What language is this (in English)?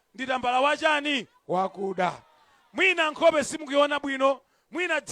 Nyanja